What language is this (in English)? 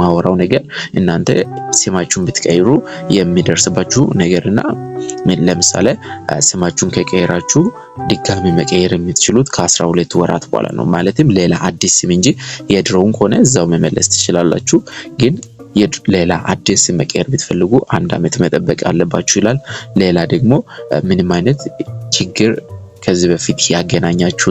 Amharic